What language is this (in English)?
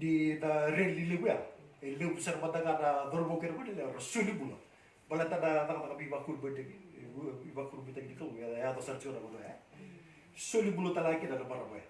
Fijian